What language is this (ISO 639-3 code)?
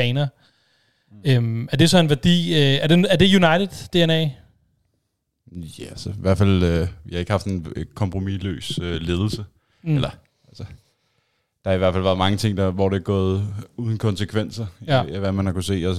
dan